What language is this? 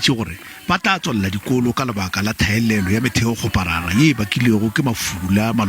Northern Sotho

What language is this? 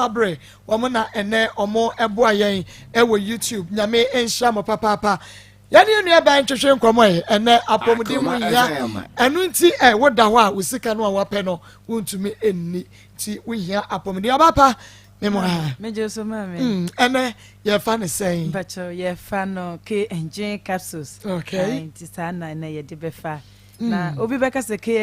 Akan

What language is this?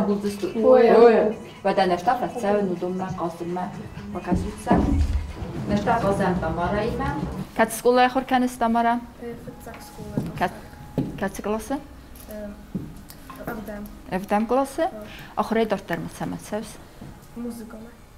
Ossetic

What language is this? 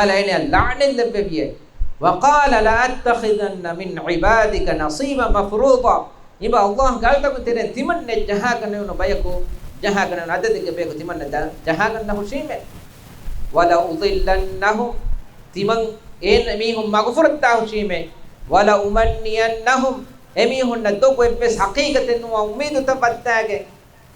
Divehi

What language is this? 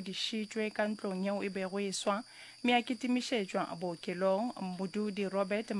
Northern Sotho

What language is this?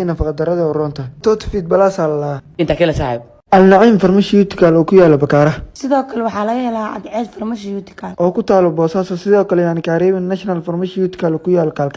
Somali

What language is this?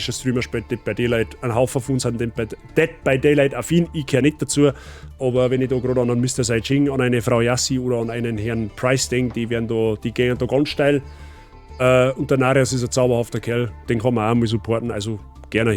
Bavarian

